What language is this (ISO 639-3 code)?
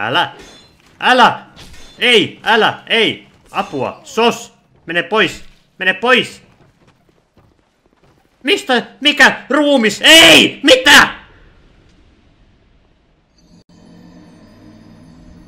fin